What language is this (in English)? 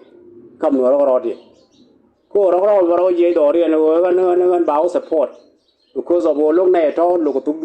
Nuer